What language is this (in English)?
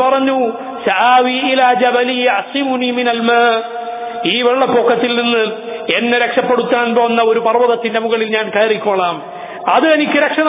Malayalam